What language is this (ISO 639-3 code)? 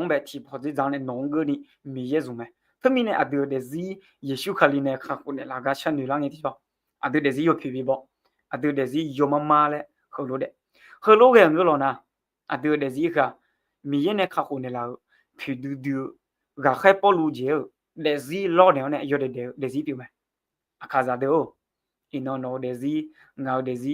ahk